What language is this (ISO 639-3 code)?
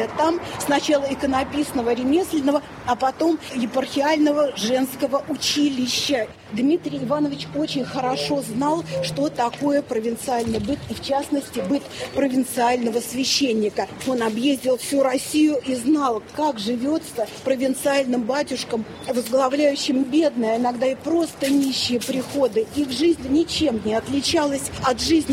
rus